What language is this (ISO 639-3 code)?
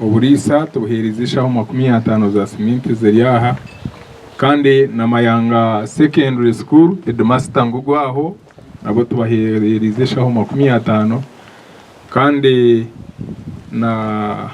nyn